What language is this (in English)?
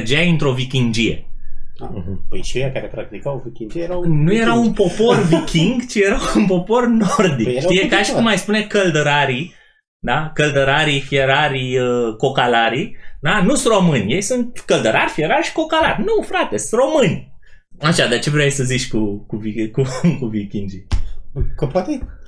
Romanian